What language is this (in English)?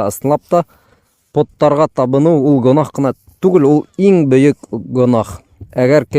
Bashkir